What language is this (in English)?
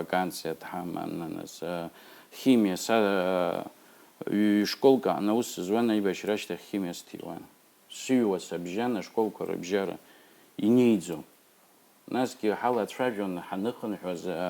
Abkhazian